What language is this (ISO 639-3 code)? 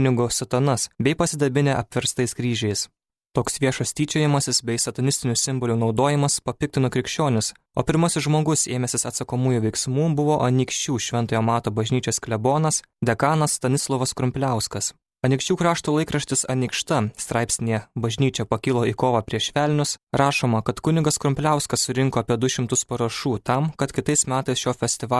lit